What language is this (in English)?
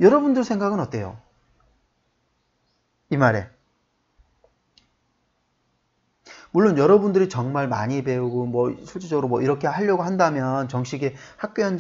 Korean